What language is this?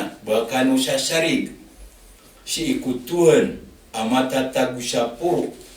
Maranao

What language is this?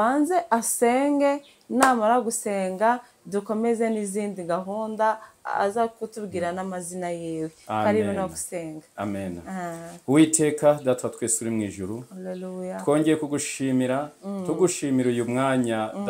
Kinyarwanda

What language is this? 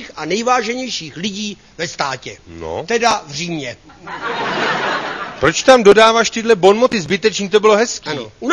Czech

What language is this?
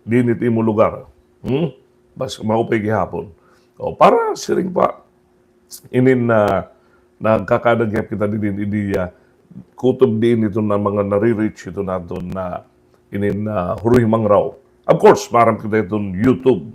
Waray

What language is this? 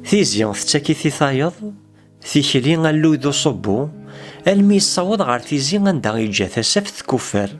Kabyle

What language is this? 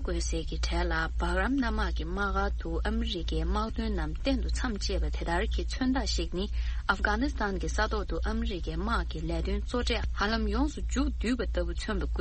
Tibetan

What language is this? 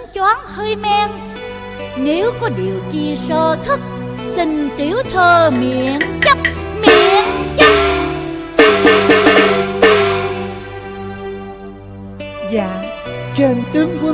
Vietnamese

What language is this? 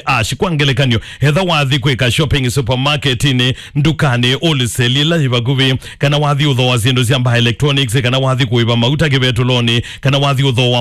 Kamba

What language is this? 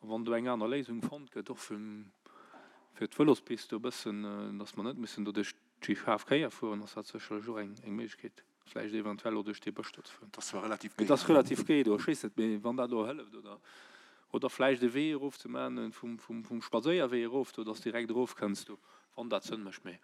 Luxembourgish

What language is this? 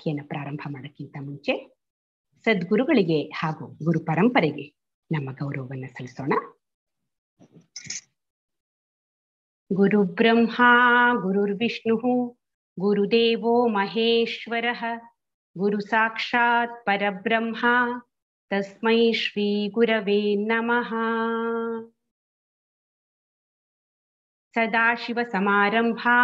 Kannada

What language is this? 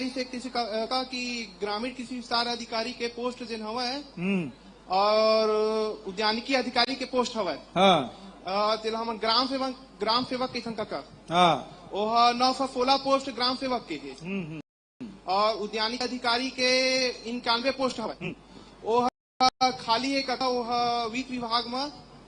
Chhattisgarhi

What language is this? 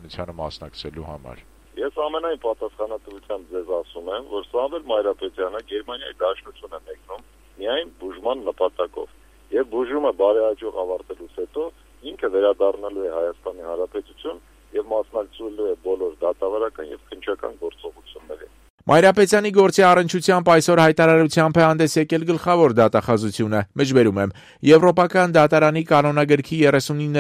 Armenian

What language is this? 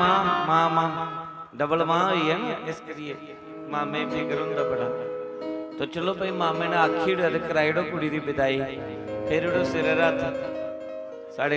Dogri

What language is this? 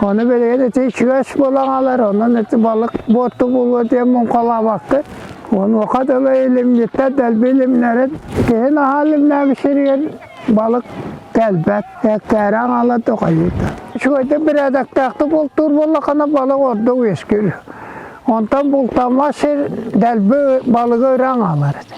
Yakut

